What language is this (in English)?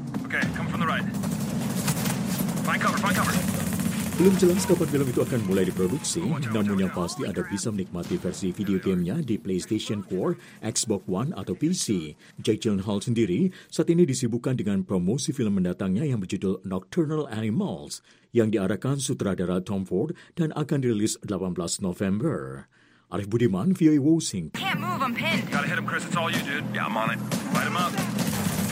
Indonesian